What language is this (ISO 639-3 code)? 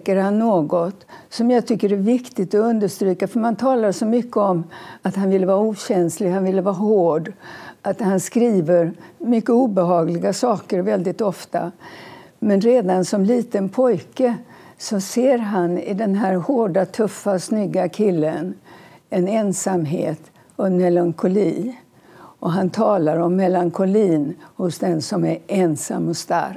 swe